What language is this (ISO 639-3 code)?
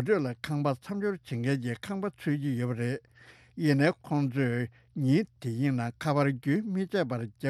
bod